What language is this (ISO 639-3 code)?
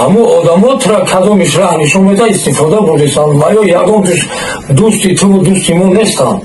tgk